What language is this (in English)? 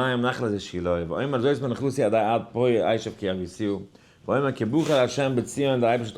Yiddish